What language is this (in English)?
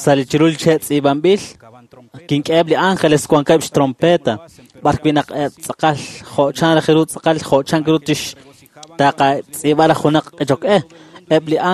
Kekchí